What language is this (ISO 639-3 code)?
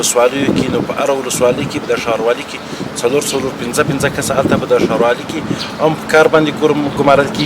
pus